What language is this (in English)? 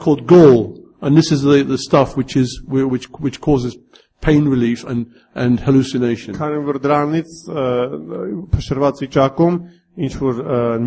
Armenian